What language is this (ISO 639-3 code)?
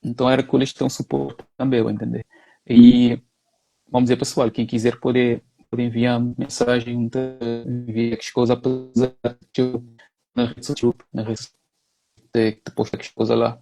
kea